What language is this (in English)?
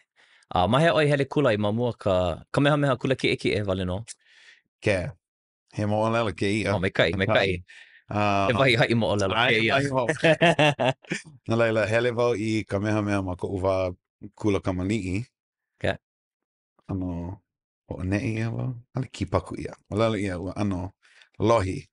Hawaiian